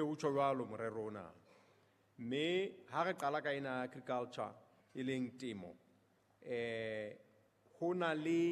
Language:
Southern Sotho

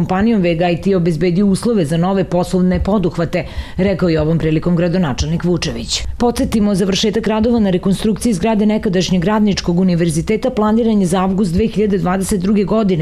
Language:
Serbian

